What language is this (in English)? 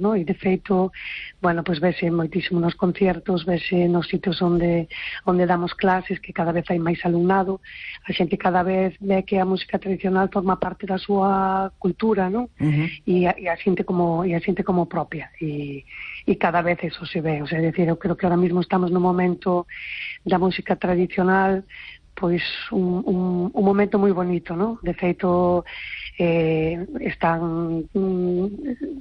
Galician